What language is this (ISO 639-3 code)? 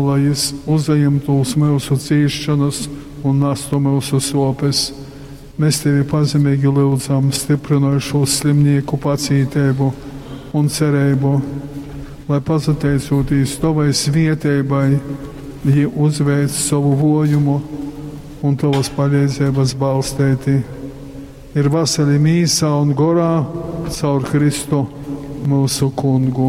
ltg